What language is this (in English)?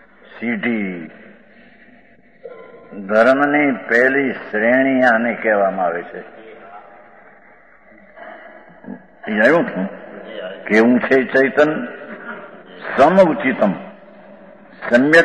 Gujarati